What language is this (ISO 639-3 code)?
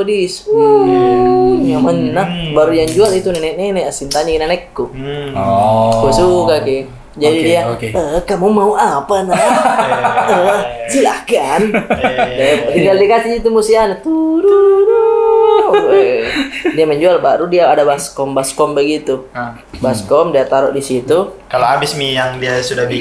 mfp